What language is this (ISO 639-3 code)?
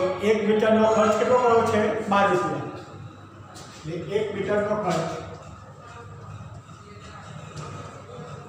guj